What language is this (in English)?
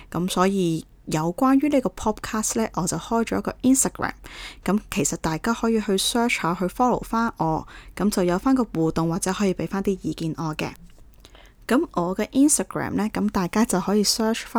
Cantonese